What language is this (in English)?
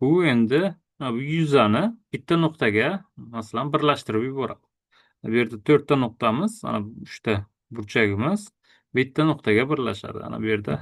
Uzbek